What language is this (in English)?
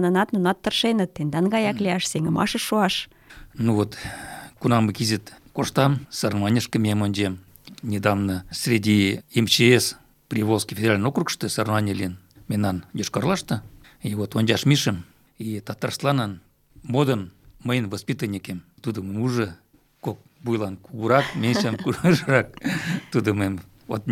Mari